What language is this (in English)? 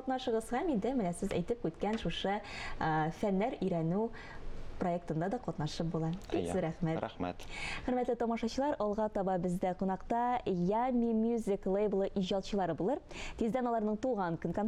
Tatar